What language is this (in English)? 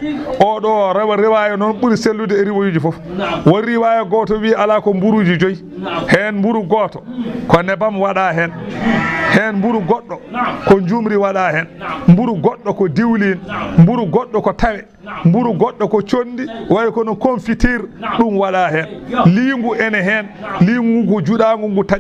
Fula